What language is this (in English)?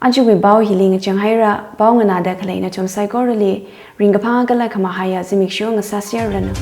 Tangkhul Naga (India)